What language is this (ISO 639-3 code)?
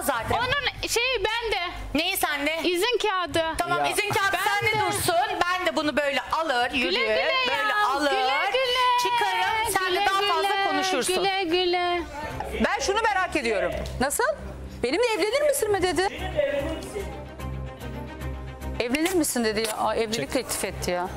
tur